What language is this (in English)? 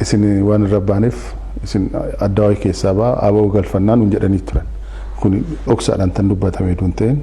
Oromo